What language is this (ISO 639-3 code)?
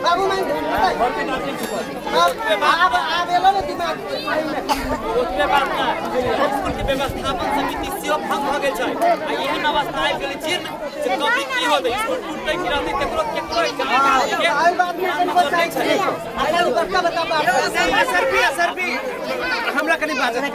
mai